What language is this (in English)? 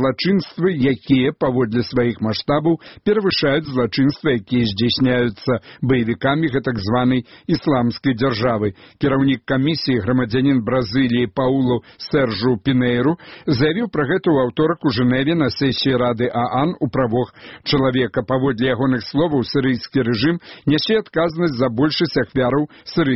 Belarusian